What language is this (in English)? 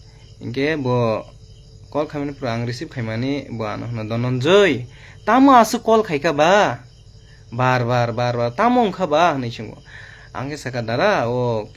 Kok Borok